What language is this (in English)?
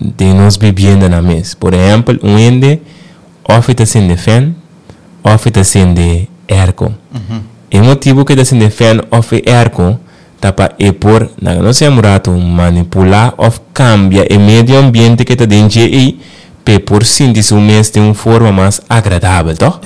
Papiamento